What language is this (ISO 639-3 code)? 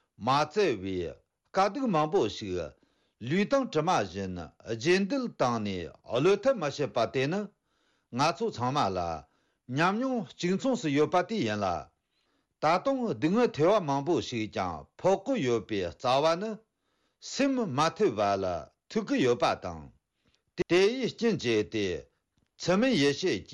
bod